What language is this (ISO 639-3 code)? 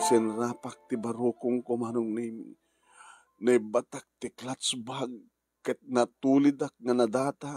ilo